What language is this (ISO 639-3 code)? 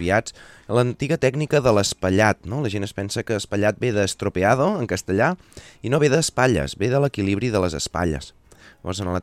cat